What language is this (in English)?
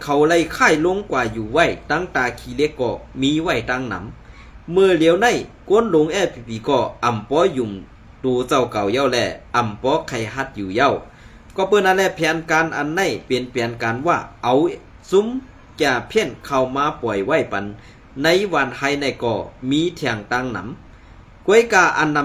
Shan